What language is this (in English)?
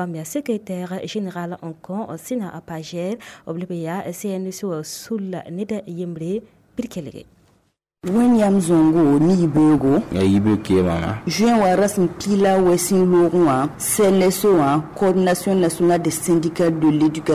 Mossi